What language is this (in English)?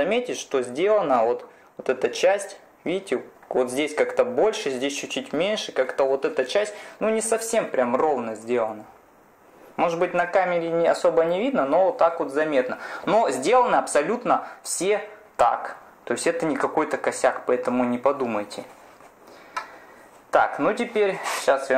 Russian